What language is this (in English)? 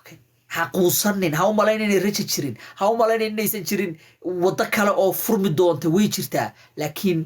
Somali